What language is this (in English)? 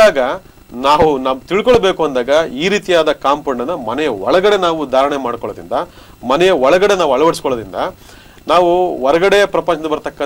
Kannada